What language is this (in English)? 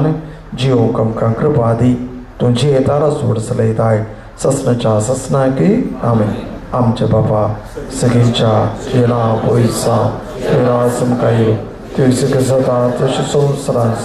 Konkani